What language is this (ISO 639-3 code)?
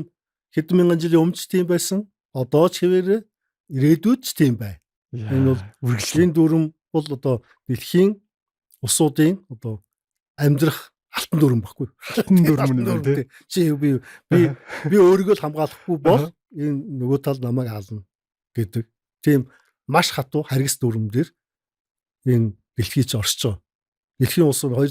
mon